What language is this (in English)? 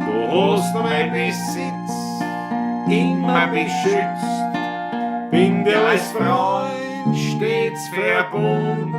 Bavarian